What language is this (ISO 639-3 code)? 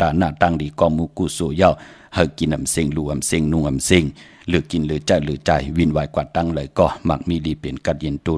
shn